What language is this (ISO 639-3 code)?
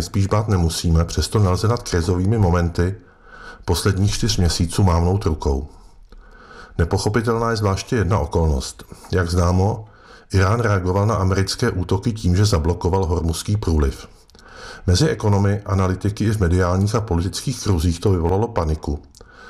ces